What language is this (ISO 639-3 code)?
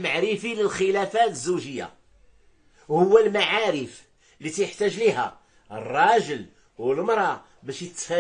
ary